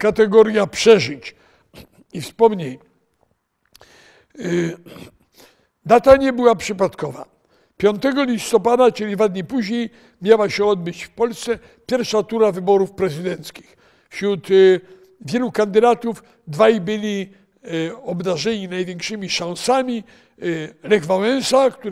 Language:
Polish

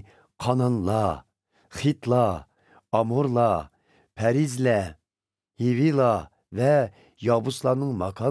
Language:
Uyghur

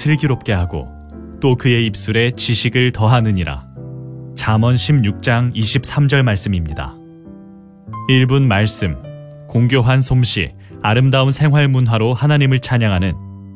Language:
Korean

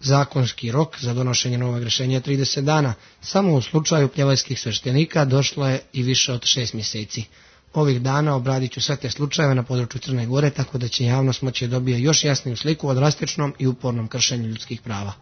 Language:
Serbian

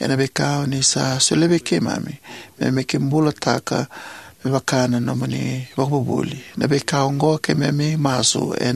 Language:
Fijian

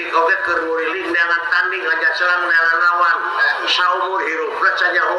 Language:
Sundanese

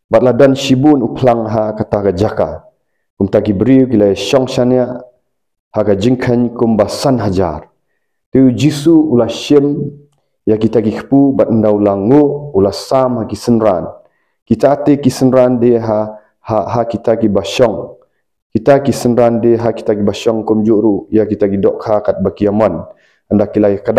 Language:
Khasi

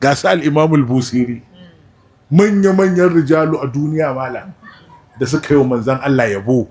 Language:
Hausa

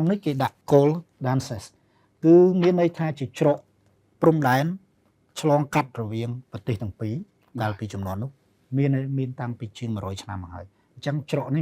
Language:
Khmer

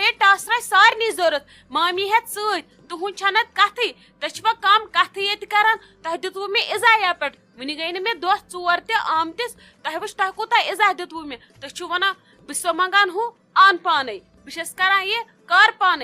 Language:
Kashmiri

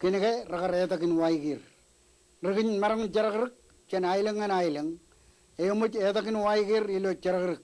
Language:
Marshallese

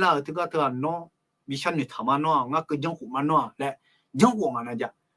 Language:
Akha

